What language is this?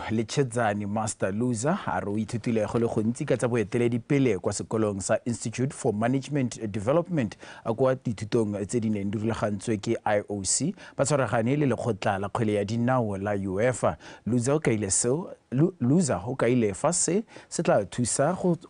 Tswana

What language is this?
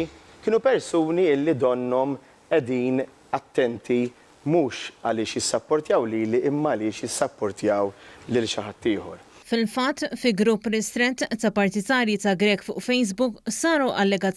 Maltese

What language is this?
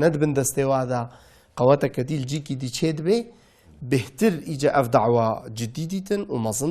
Kurdish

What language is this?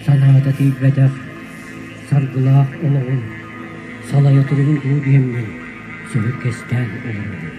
Yakut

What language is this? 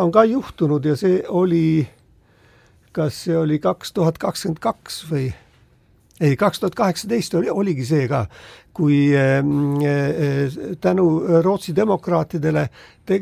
Estonian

